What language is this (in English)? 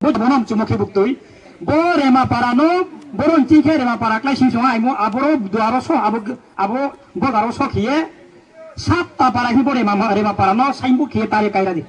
Riang (India)